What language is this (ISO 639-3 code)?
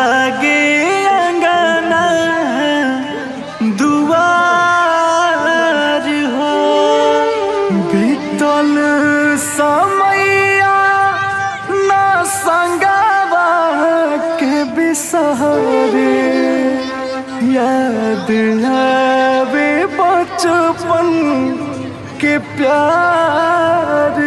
bho